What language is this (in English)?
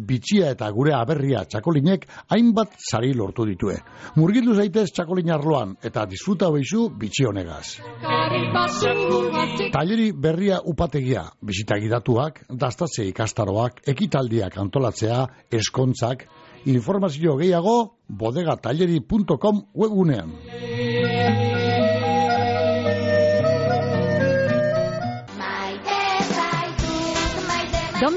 Basque